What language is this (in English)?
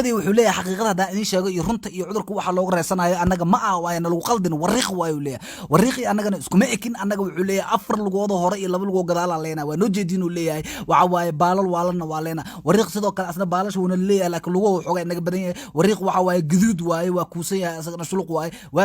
Somali